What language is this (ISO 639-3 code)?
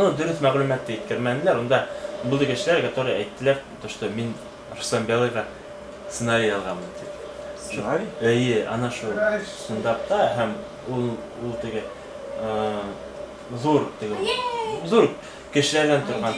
bak